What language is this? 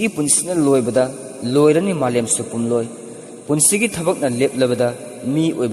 Manipuri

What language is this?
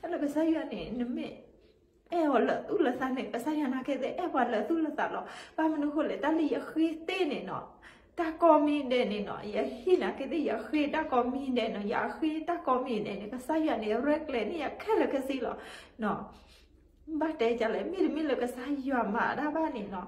S'gaw Karen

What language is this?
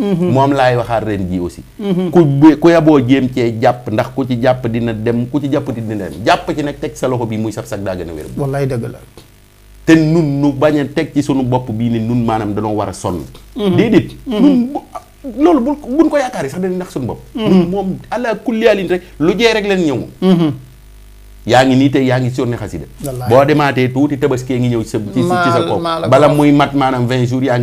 Wolof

